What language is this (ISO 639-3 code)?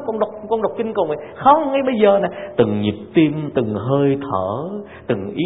vie